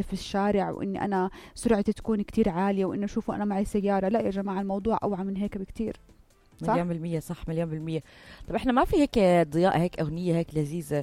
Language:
North Levantine Arabic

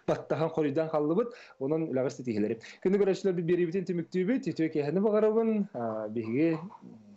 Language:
Yakut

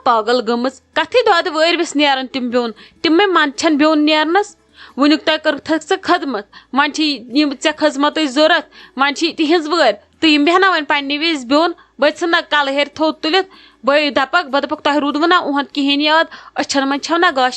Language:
Kashmiri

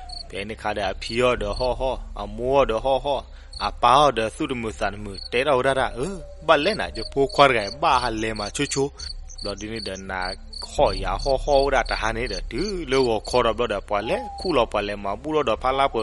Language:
S'gaw Karen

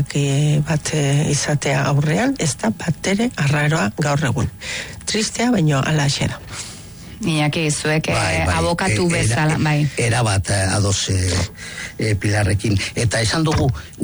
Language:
Basque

